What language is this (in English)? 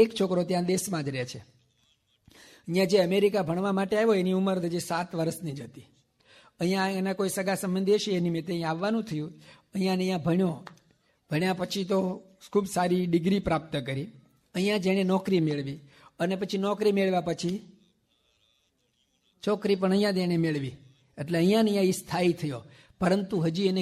Gujarati